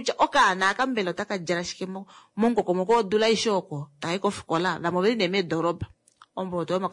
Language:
Kuanyama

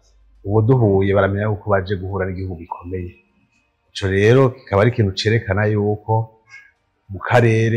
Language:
Rundi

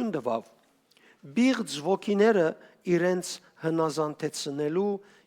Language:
Western Armenian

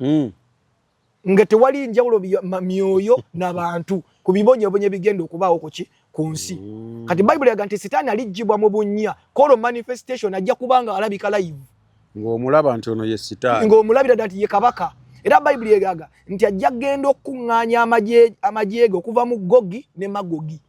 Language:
Ganda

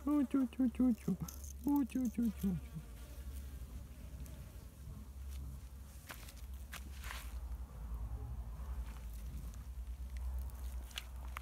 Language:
English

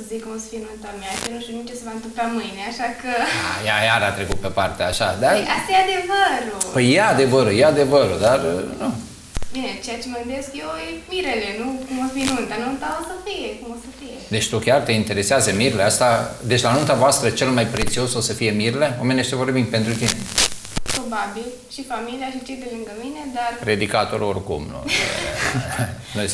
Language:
Romanian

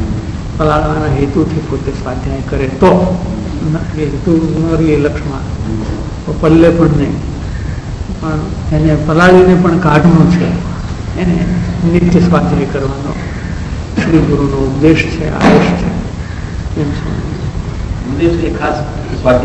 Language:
Gujarati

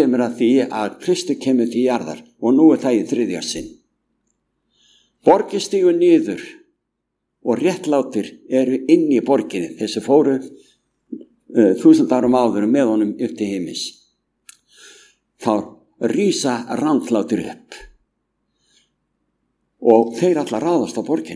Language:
Icelandic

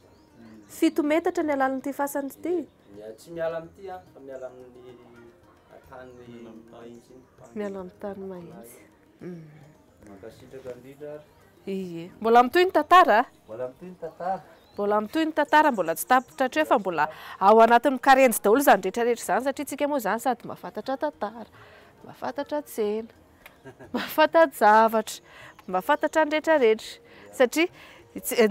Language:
Malagasy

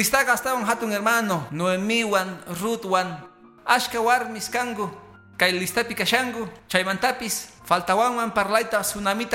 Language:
Quechua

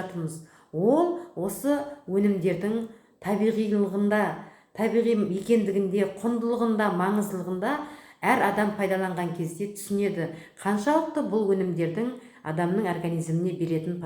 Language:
Kazakh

